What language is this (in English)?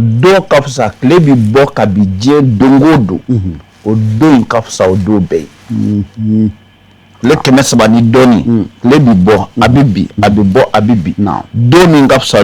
Bambara